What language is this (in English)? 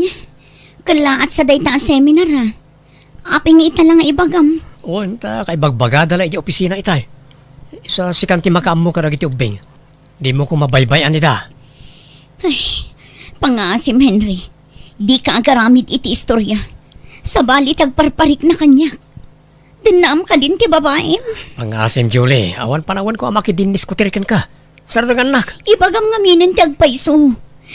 Iloko